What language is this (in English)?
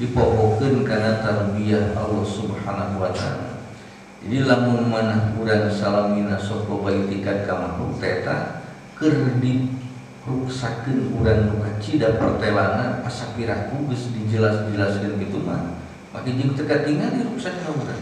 Sundanese